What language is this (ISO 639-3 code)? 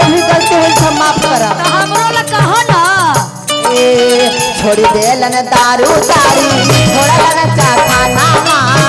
mag